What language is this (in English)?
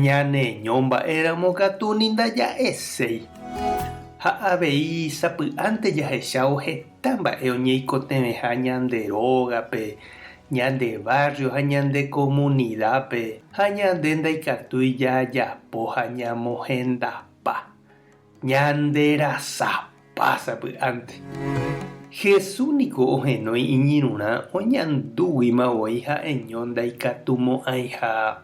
Guarani